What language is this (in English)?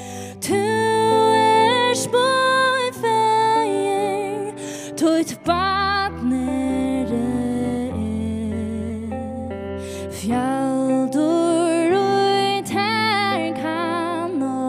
Faroese